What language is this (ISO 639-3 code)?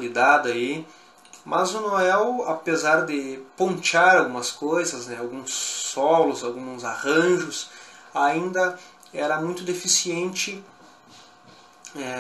por